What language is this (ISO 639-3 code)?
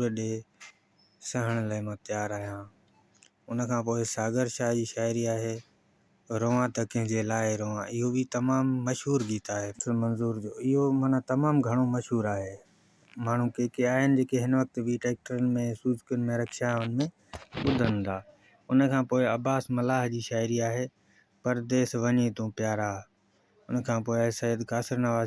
snd